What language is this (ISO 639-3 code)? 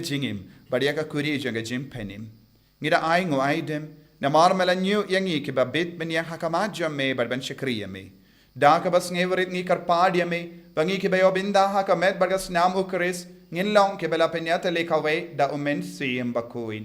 kha